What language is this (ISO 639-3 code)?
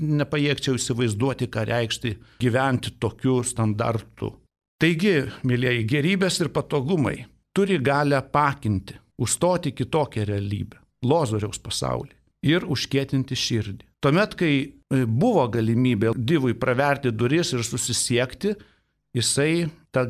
lit